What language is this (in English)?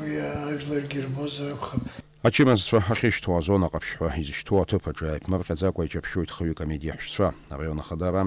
Abkhazian